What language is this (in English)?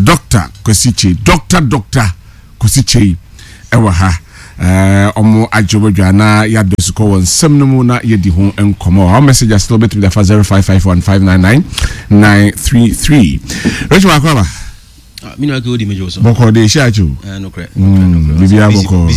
Akan